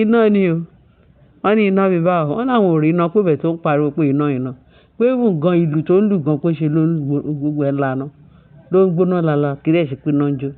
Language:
Yoruba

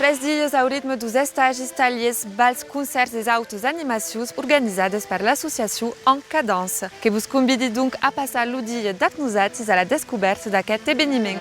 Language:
Occitan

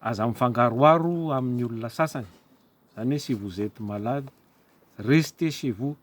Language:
Malagasy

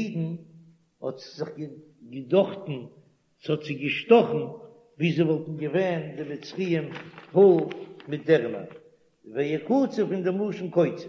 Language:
Yiddish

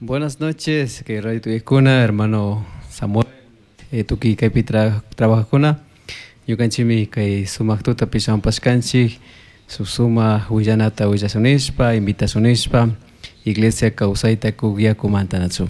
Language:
Chimborazo Highland Quichua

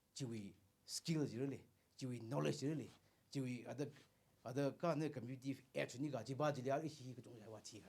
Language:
Tangkhul Naga (India)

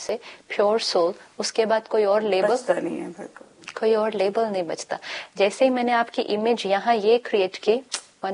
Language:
Hindi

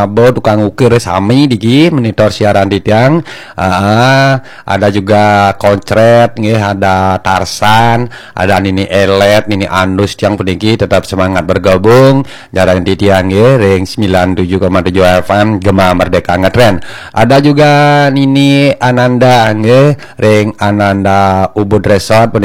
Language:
Balinese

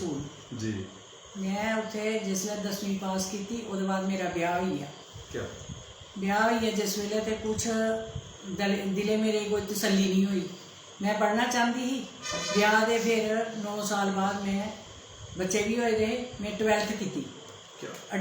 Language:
Dogri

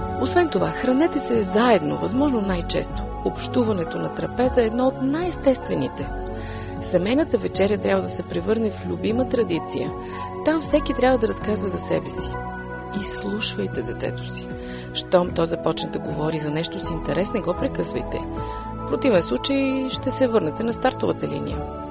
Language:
Bulgarian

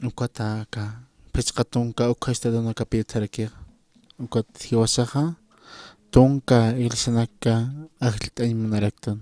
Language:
Aymara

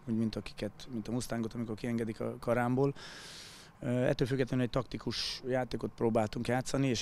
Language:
Hungarian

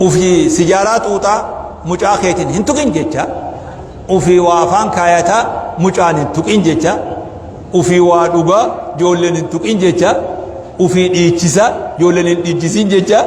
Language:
Oromo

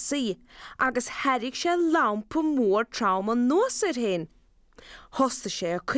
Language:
Irish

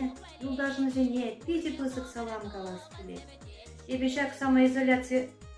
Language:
Chuvash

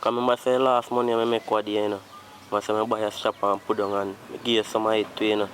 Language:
Jamaican Creole English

